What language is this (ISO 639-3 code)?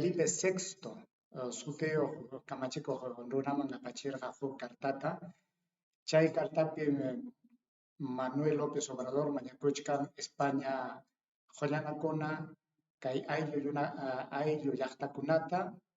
quy